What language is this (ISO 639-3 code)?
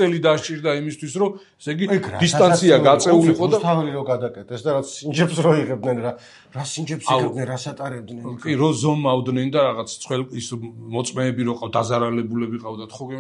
kat